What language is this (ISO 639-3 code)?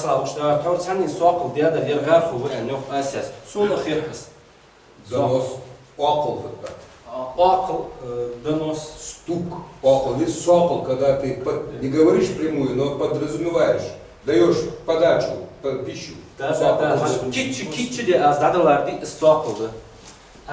inh